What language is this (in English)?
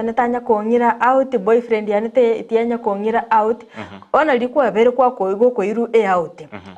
Gusii